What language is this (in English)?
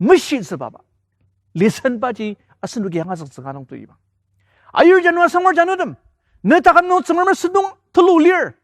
Ao Naga